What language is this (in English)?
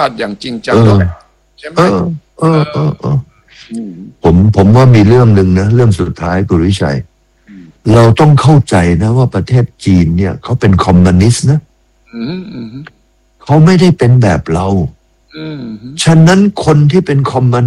Thai